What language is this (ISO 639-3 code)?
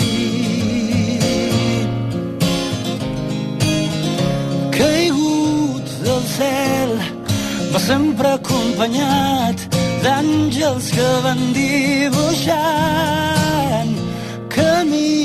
cat